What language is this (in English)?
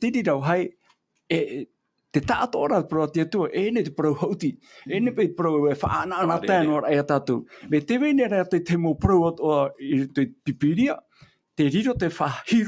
Tahitian